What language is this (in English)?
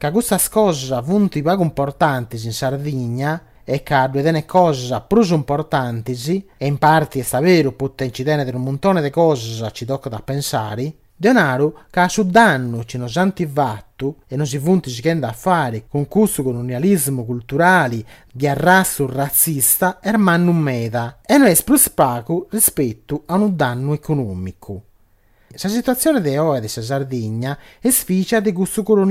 Sardinian